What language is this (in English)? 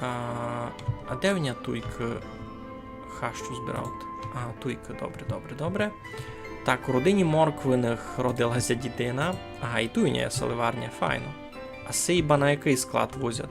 Rusyn